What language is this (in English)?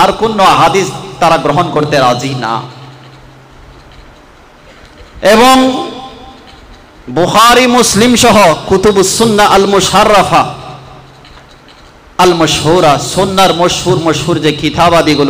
Bangla